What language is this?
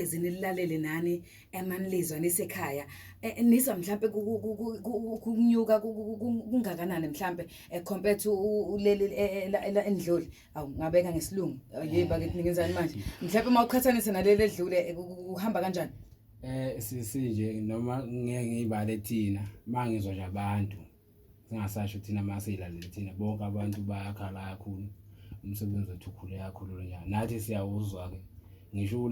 Zulu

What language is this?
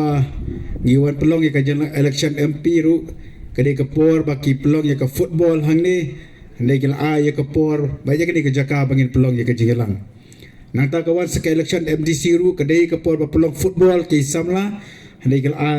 Khasi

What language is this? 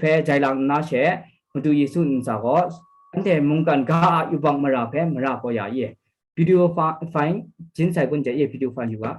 Kachin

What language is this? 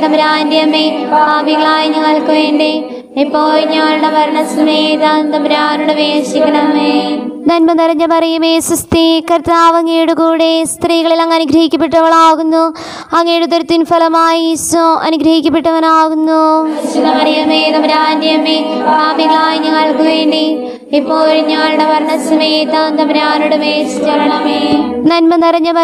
Malayalam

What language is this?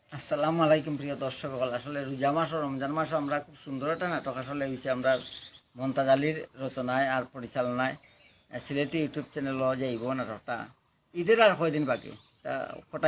Sylheti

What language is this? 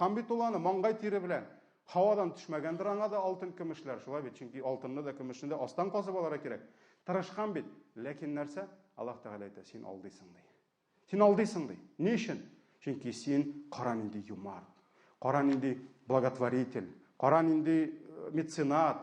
Tatar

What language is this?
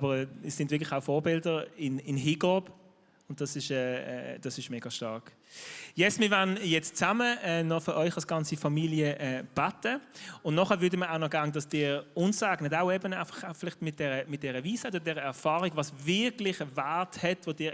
Swiss German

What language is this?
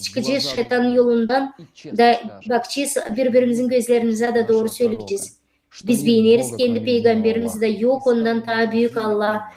Gagauz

